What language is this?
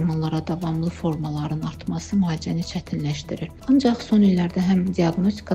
Azerbaijani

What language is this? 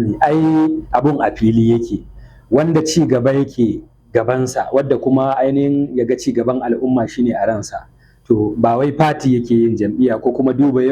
Hausa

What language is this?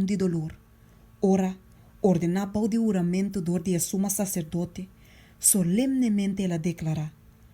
Papiamento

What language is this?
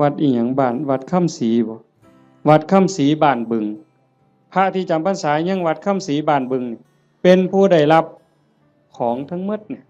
Northeastern Thai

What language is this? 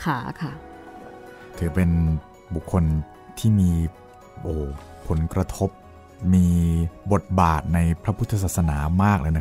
Thai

